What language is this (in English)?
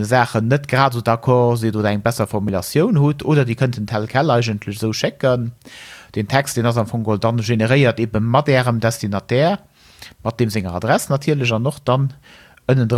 Luxembourgish